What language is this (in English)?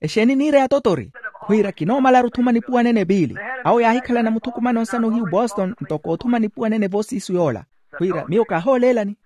Makhuwa